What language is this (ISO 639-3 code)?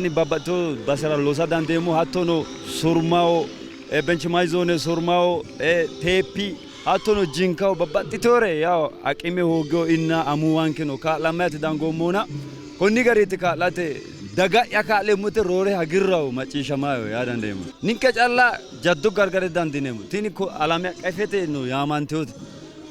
sid